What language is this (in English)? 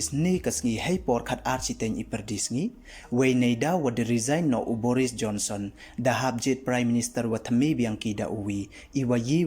Pnar